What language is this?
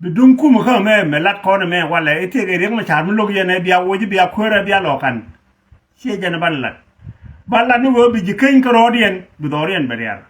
Nuer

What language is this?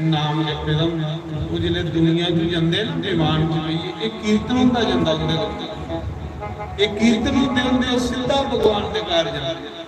Dogri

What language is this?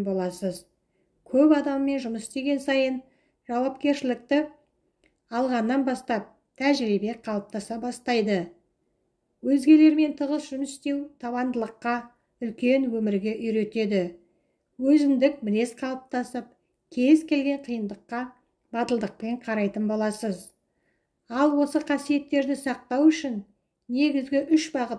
Kazakh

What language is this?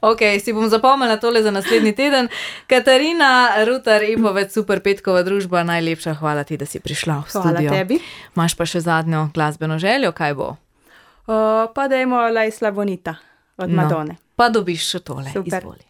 Slovenian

